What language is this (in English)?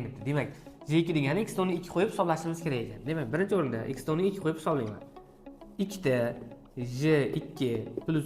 Uzbek